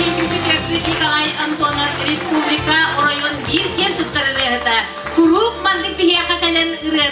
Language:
Yakut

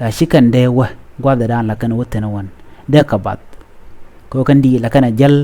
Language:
Nuer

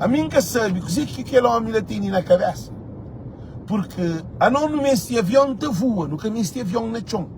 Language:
Kabuverdianu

